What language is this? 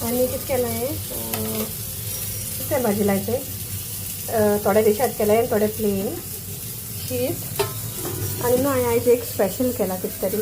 Konkani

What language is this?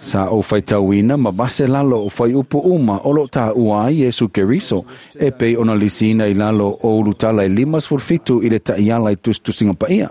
Samoan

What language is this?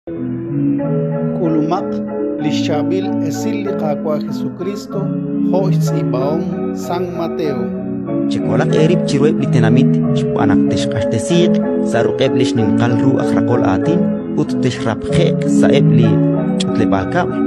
Kekchí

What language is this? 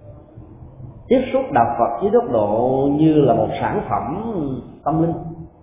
Vietnamese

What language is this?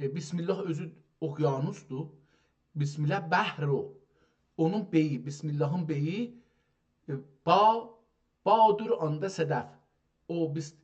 South Azerbaijani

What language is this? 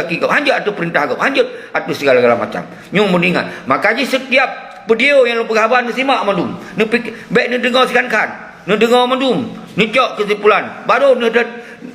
Achinese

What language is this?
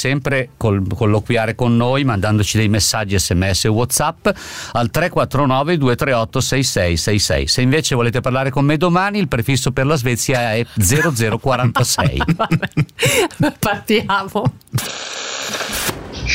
Italian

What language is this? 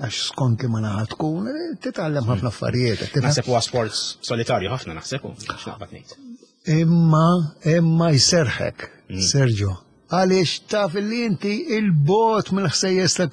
Maltese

